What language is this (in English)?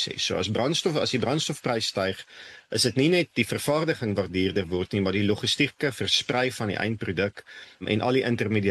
Afrikaans